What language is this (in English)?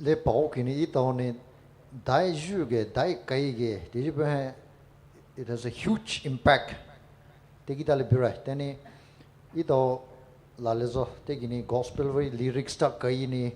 Poumei Naga